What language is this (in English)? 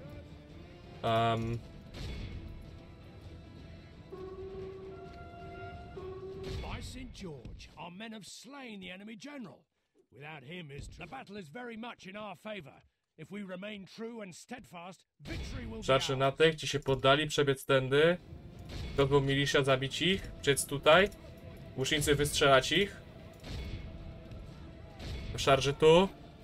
Polish